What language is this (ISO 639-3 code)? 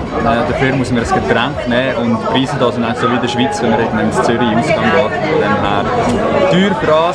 gsw